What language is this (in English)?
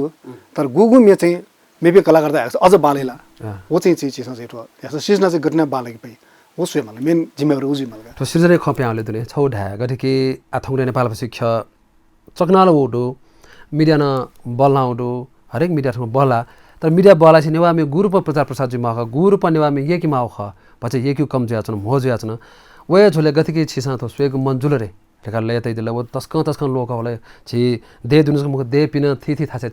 Newari